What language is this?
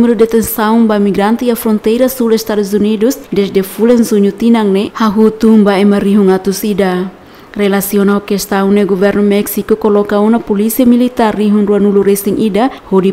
Tetum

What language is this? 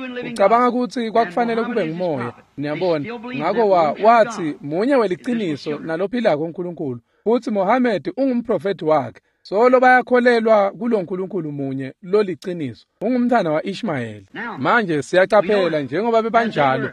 Swati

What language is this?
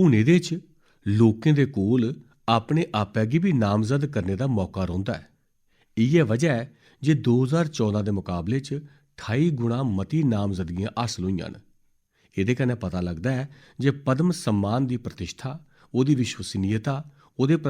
Dogri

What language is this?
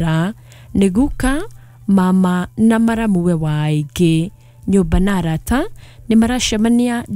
Kikuyu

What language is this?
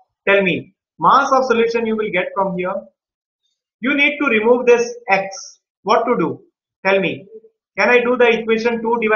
English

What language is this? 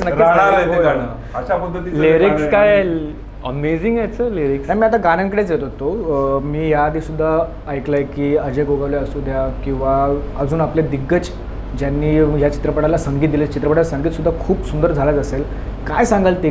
Marathi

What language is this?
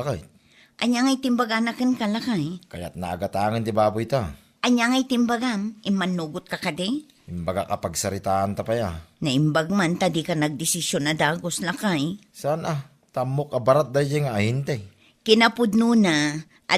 Iloko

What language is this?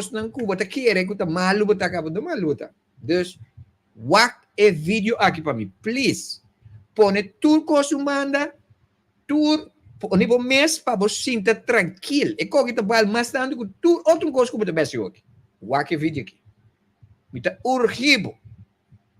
Papiamento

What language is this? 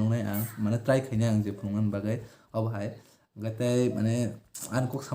Kok Borok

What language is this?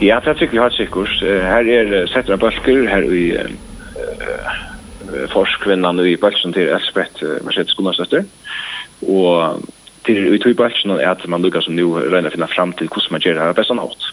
Faroese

